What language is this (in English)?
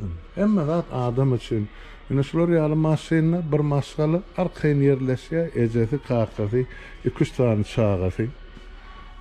Turkmen